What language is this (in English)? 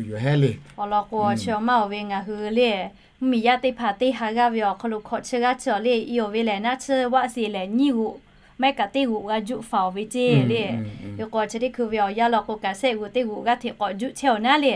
Lahu